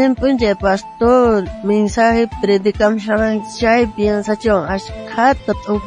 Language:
South Bolivian Quechua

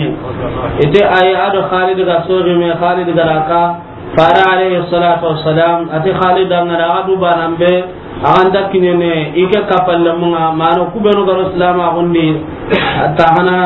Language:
Soninke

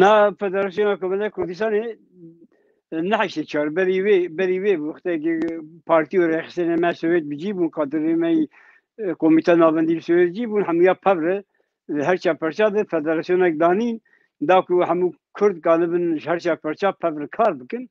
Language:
Kurdish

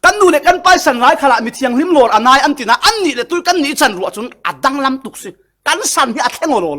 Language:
Falam Chin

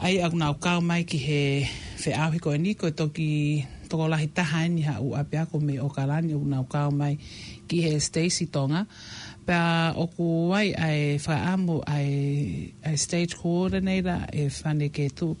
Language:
Tongan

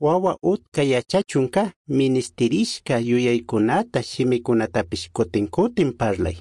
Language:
Chimborazo Highland Quichua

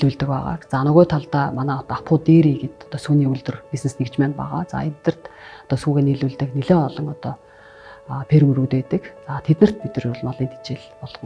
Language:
Mongolian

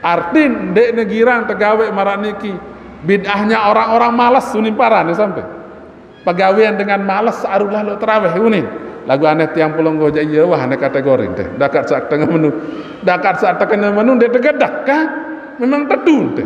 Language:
Sasak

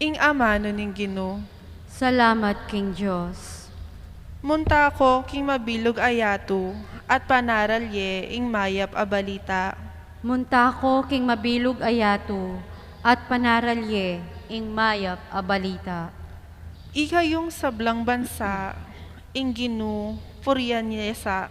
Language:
Pampanga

